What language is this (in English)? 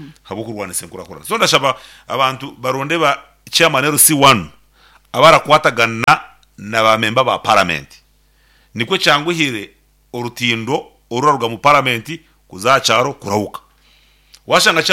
Nyankole